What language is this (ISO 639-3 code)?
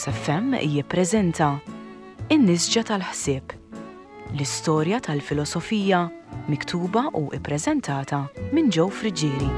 mlt